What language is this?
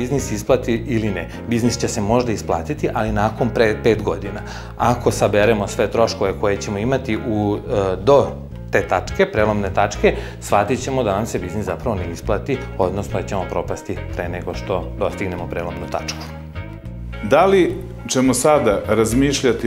Serbian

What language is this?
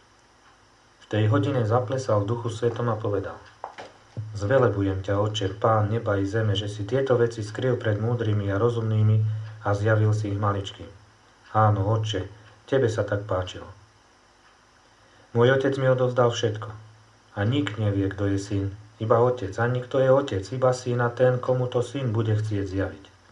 Slovak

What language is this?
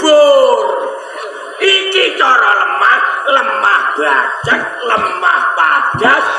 Javanese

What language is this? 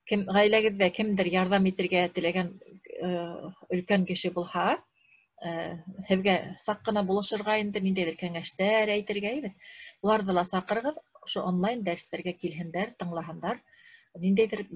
Bashkir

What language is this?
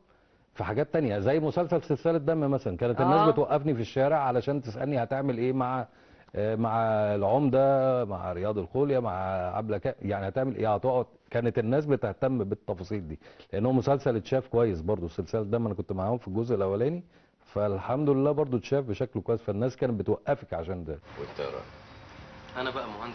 Egyptian Arabic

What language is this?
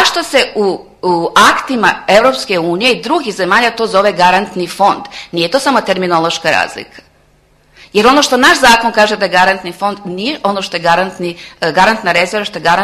Serbian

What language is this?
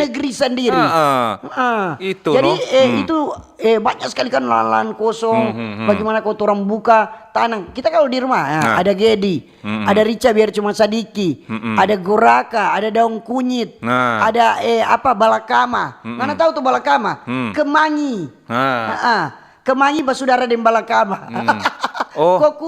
Manado Malay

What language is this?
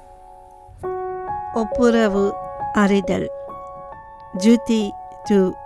Tamil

